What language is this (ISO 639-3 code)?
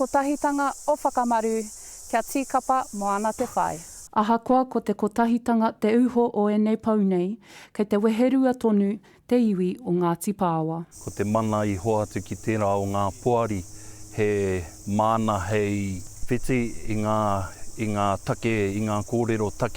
mri